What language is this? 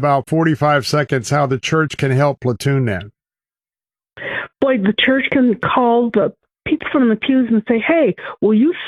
English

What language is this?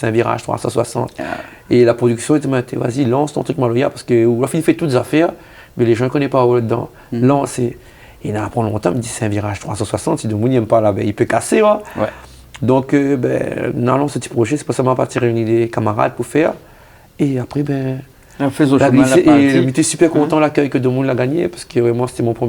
Réunion Creole French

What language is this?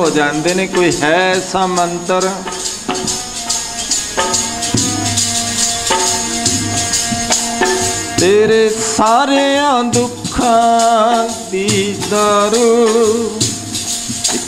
Punjabi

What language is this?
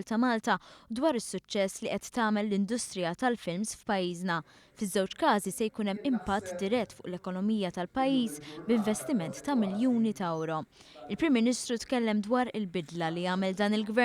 Maltese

